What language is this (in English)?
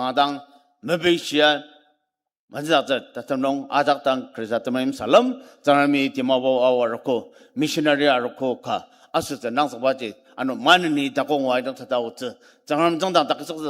Ao Naga